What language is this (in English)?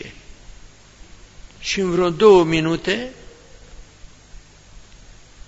Romanian